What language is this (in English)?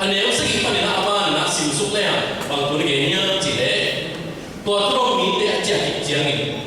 Tedim Chin